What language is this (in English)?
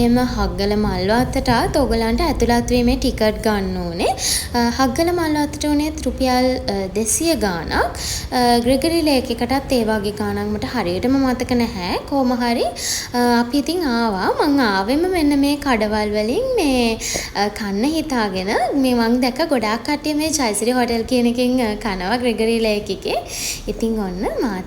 Sinhala